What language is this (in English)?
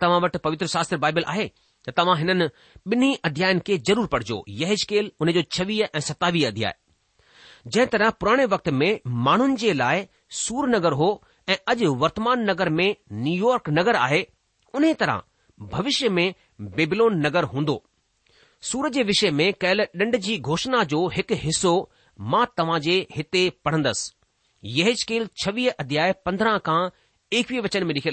Sindhi